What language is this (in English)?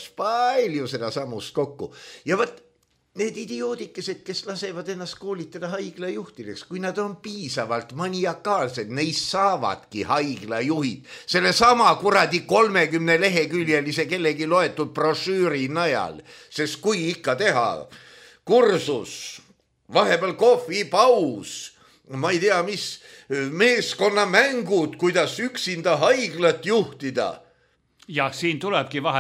Estonian